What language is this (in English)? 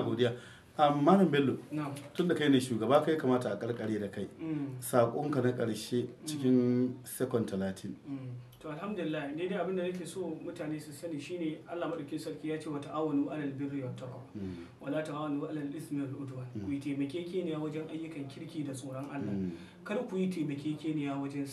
Hausa